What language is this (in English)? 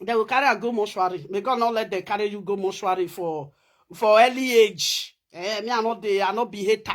Nigerian Pidgin